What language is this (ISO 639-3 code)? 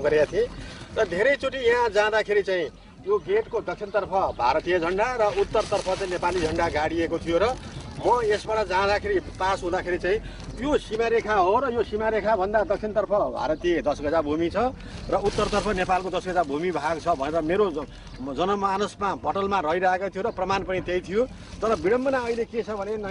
nep